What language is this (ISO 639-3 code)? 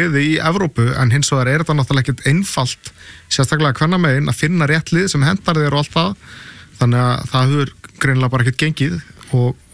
isl